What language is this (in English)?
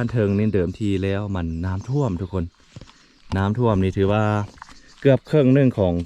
Lao